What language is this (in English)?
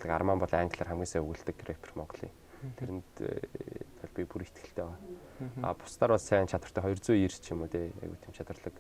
Mongolian